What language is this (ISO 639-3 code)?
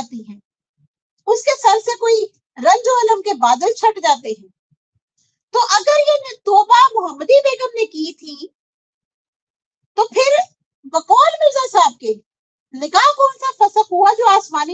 urd